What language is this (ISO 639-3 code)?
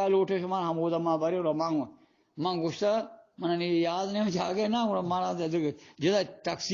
bgp